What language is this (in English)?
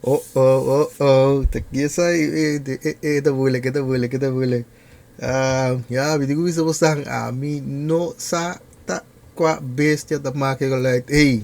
Papiamento